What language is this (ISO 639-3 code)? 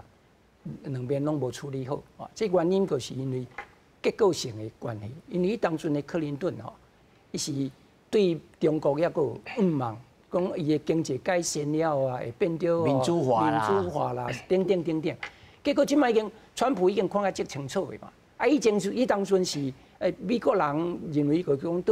nan